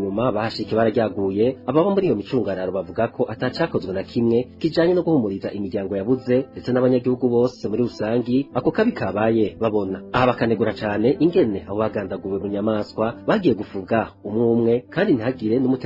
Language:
Rundi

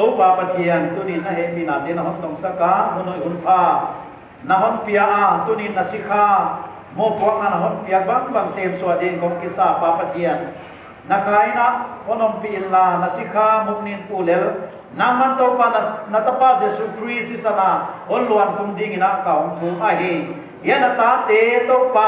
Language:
Paite Chin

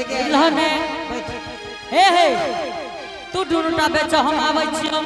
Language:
Angika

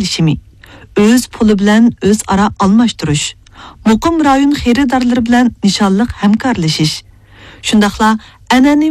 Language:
Uyghur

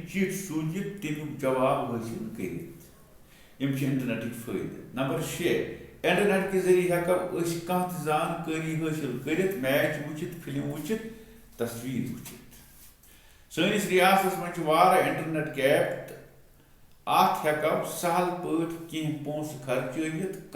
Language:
Kashmiri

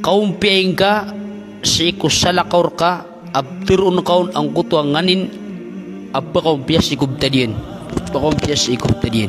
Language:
Maranao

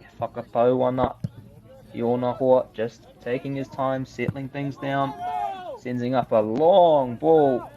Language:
Māori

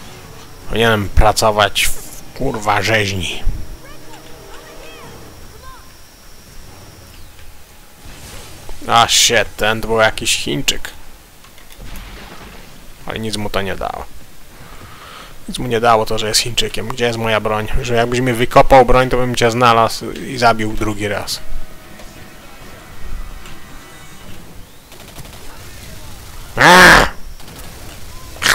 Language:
Polish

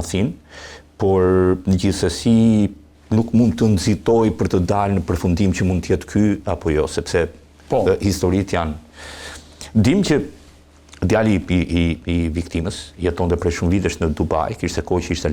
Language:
Albanian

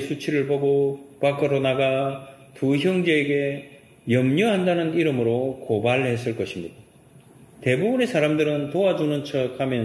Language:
Korean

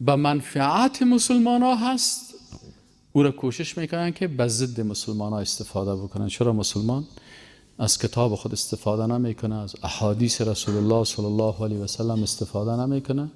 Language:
Persian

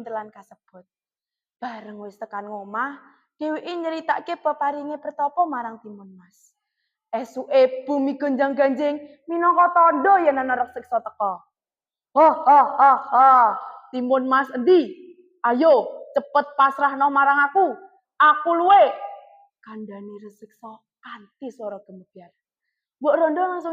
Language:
Javanese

